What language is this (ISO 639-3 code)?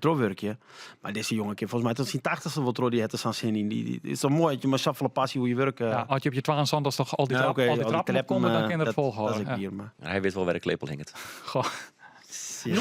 fry